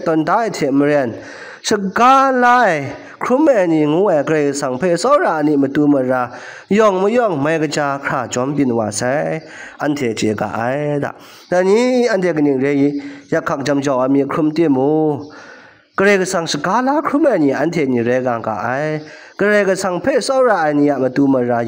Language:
Kachin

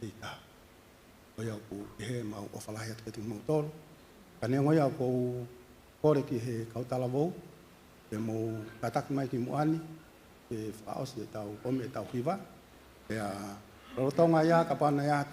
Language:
Tongan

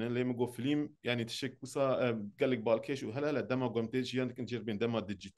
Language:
Kurdish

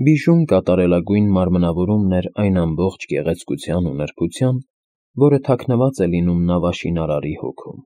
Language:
Armenian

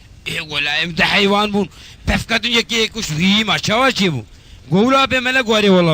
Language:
Kurdish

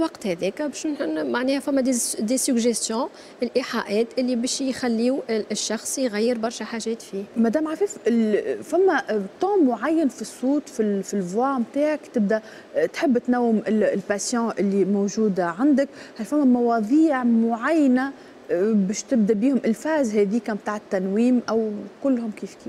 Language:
Tunisian Arabic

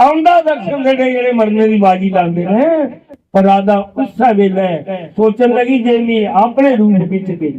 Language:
Dogri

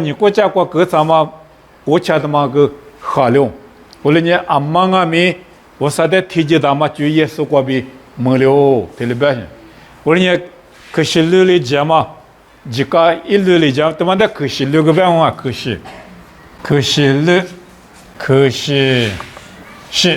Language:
Lisu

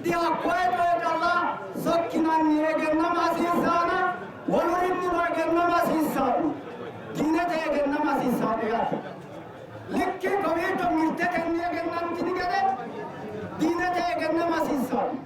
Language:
Sidamo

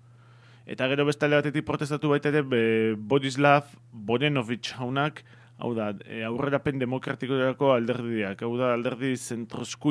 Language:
Basque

